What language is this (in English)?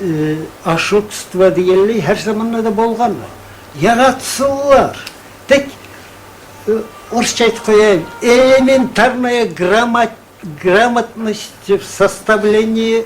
Kumyk